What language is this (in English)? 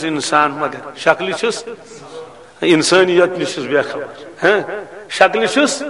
Kashmiri